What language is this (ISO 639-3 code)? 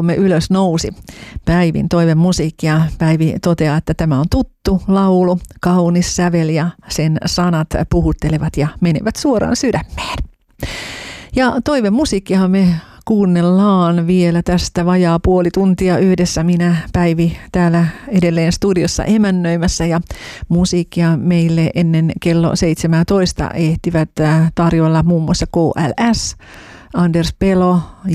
fin